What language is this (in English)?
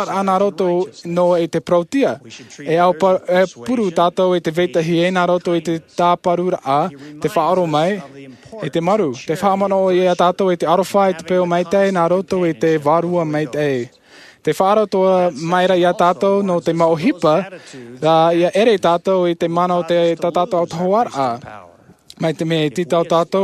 Tahitian